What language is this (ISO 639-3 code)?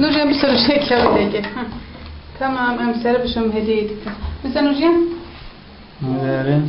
kur